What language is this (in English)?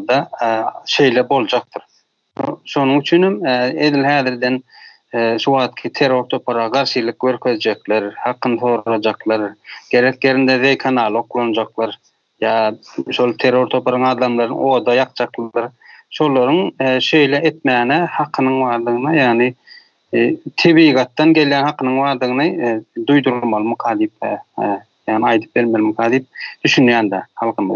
Turkmen